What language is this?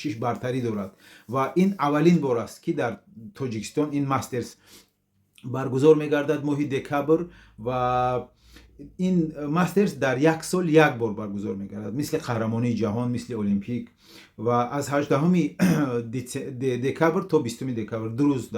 Tajik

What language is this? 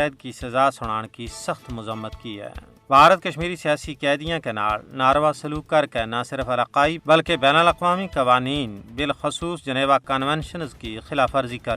Gujari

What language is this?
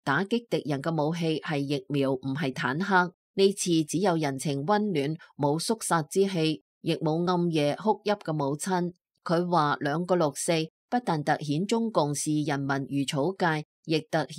Cantonese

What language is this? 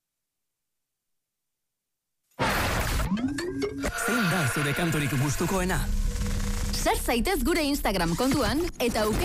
Basque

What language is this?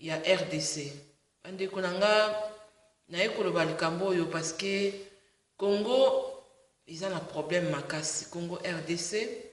Lingala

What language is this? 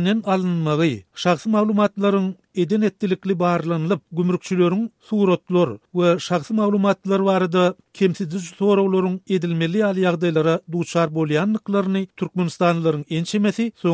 Turkmen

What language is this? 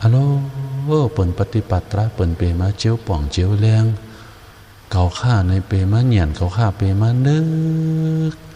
Shan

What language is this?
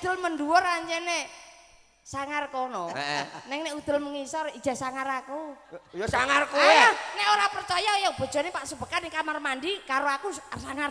Javanese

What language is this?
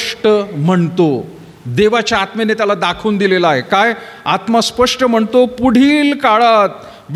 Marathi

